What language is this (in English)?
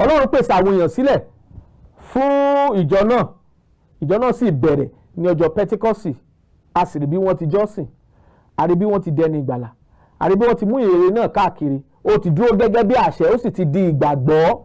Yoruba